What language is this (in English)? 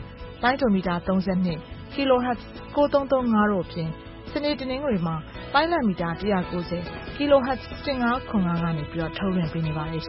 Burmese